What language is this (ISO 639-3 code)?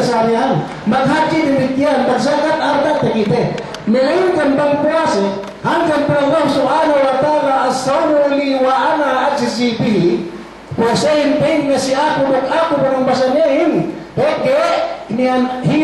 yka